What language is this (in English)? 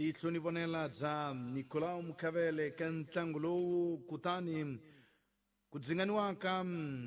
Tsonga